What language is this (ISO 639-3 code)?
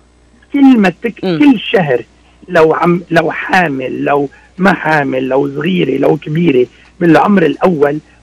apc